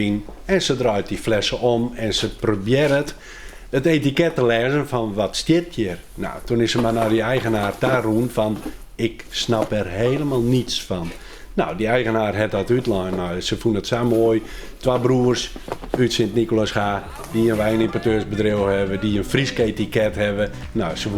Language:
Western Frisian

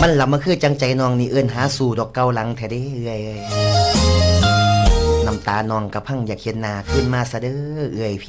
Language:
Lao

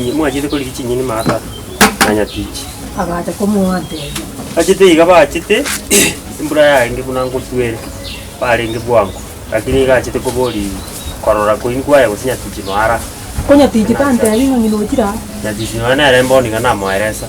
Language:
Gusii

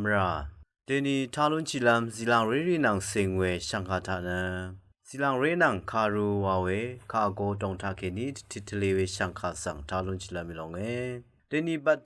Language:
Rawang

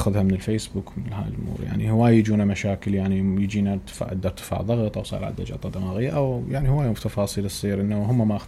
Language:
Mesopotamian Arabic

